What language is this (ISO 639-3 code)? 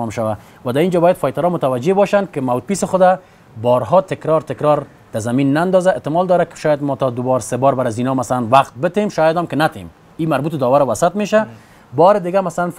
fas